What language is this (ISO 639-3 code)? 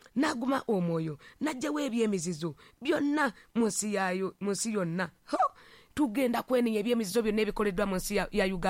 lug